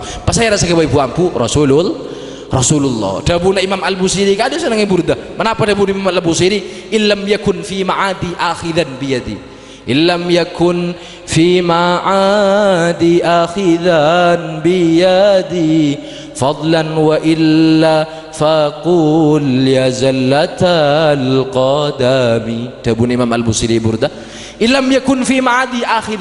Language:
Madurese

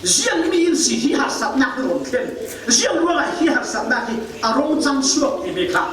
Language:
Falam Chin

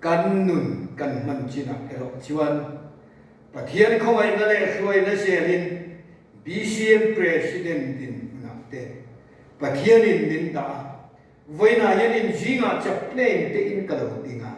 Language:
Mizo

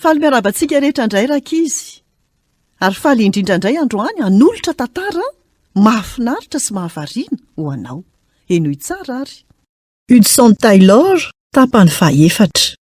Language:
Malagasy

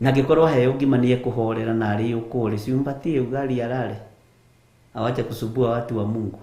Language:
Kikuyu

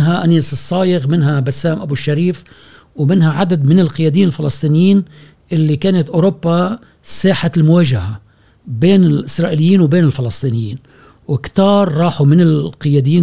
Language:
Gulf Arabic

